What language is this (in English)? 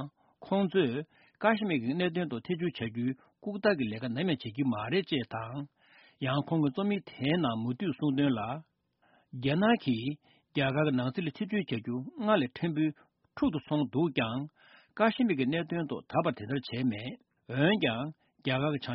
Tibetan